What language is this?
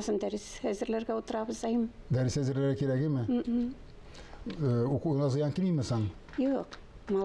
Tatar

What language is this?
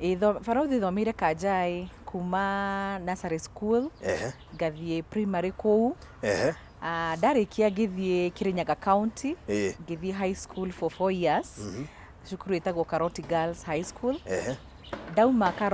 Kikuyu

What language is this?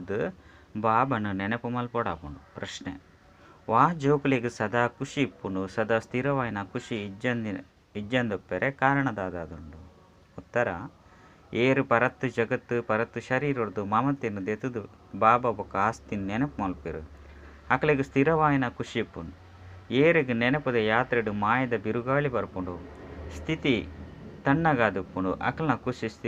Tulu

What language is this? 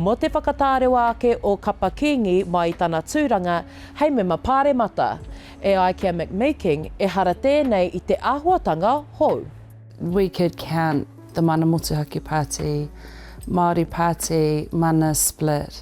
Māori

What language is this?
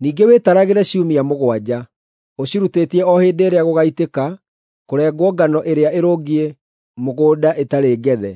Kikuyu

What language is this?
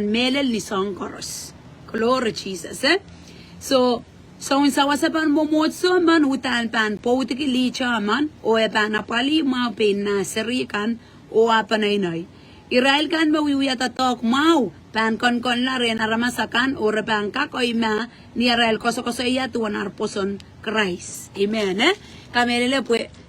Pohnpeian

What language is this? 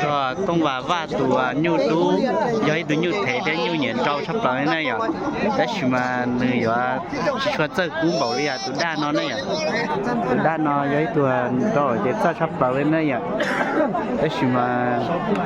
Hmong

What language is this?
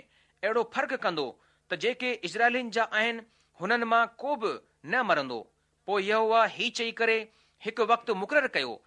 Sindhi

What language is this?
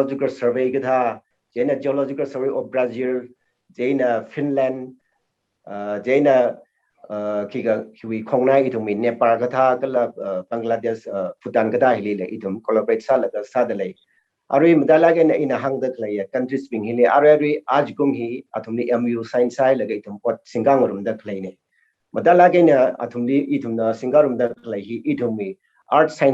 Tangkhul Naga (India)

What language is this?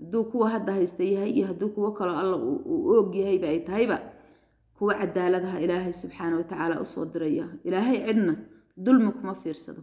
Somali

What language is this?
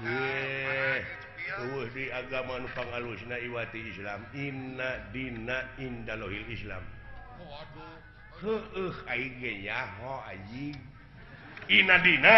Sundanese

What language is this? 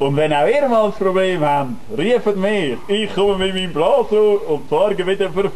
Swiss German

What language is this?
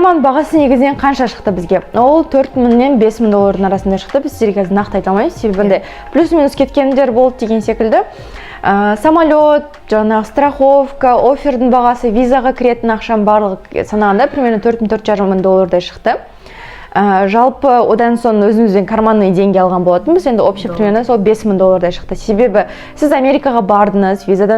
Kazakh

